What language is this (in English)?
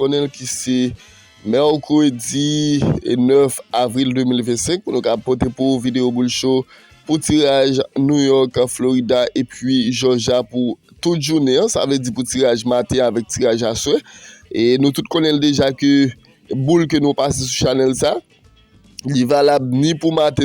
Haitian Creole